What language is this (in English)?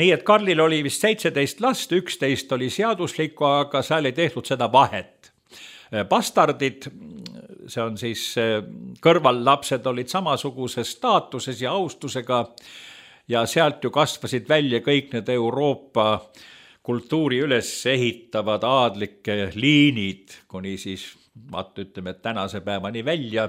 Estonian